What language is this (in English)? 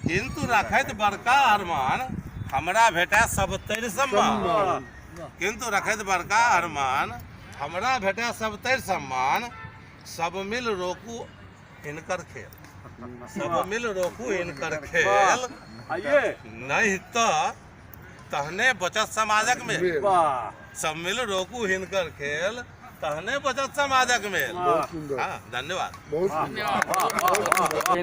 Maithili